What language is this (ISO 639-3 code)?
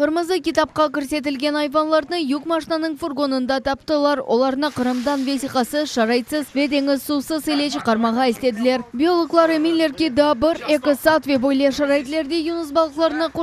crh